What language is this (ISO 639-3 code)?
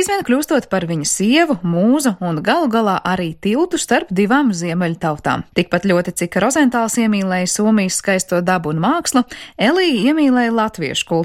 lav